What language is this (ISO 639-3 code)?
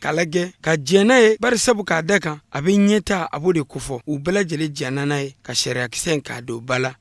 bam